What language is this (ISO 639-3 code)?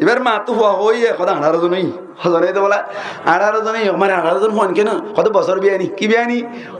rhg